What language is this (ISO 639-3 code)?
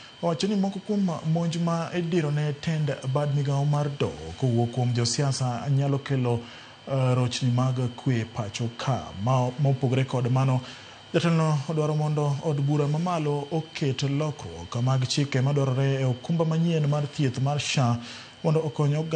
luo